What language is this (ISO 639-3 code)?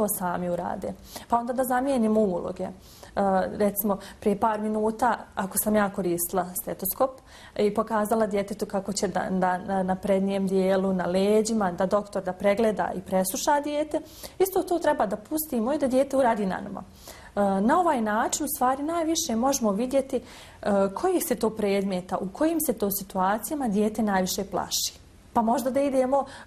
bos